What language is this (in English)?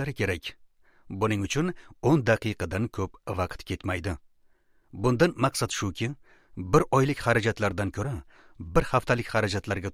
Uzbek